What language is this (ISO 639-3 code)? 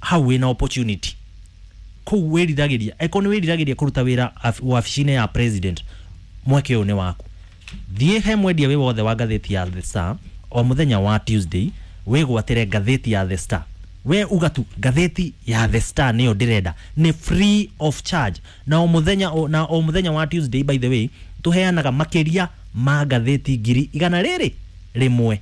kik